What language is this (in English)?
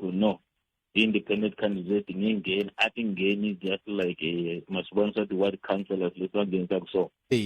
Tsonga